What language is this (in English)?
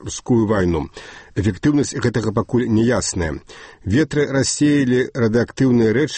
Belarusian